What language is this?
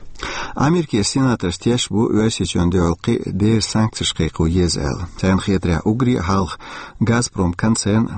Chechen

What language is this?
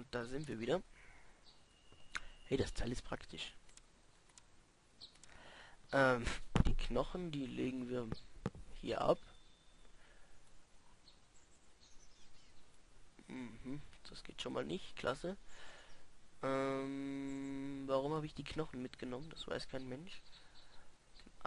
German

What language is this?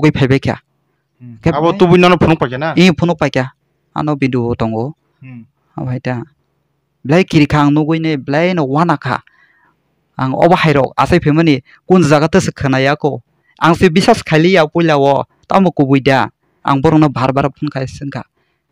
Kok Borok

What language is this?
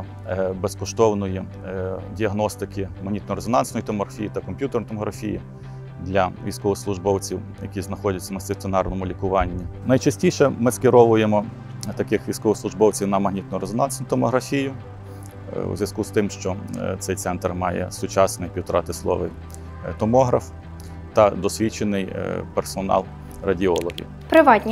Ukrainian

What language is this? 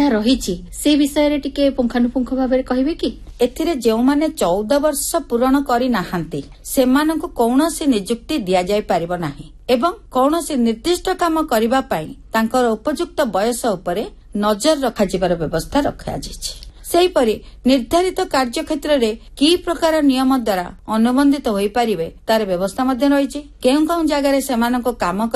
Odia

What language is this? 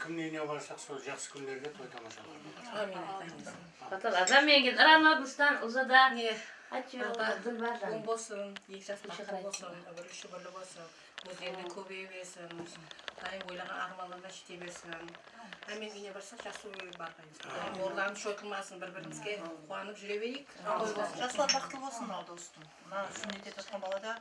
Kara-Kalpak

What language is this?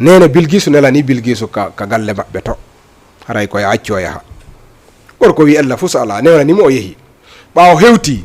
Fula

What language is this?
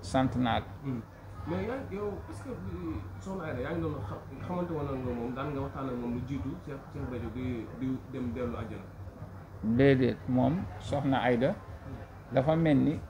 Wolof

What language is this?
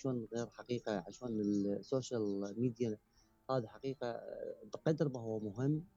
Mesopotamian Arabic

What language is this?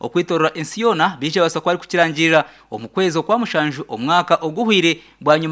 Nyankole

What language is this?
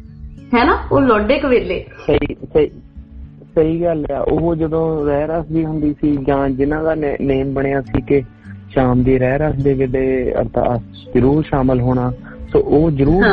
Punjabi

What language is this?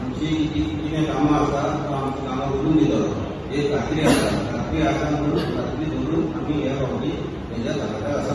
Konkani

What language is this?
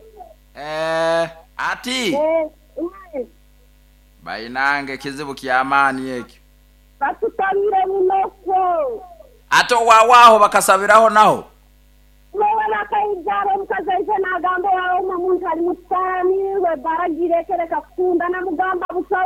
Nyoro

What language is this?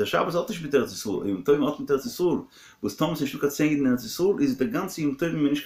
Yiddish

